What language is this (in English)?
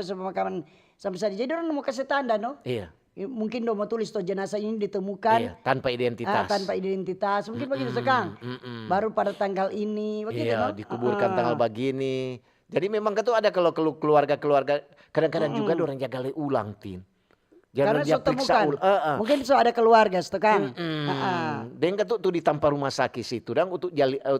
Manado Malay